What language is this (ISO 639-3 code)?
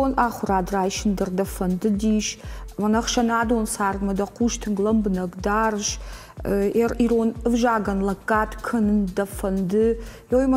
oss